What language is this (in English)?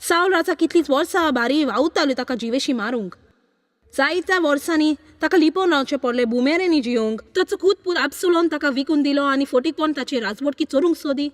Konkani